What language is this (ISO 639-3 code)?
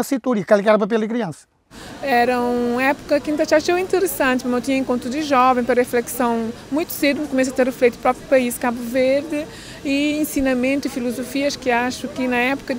kea